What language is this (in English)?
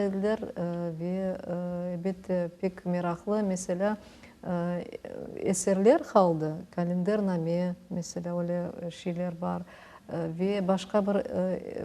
Crimean Tatar